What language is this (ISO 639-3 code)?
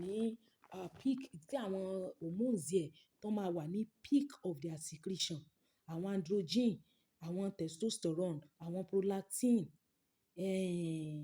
yor